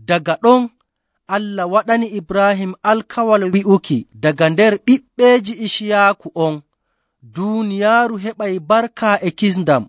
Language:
Nigerian Fulfulde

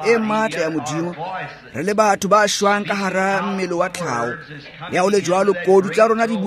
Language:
Tswana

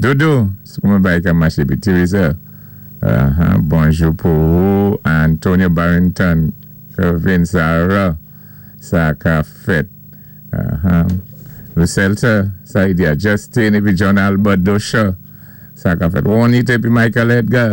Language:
Saint Lucian Creole French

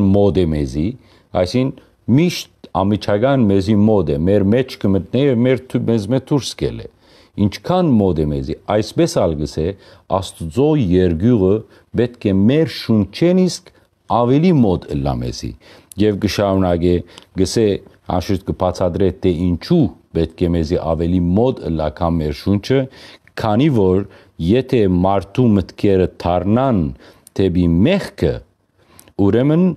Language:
Western Armenian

